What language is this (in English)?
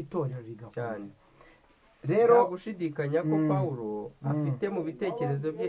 Kinyarwanda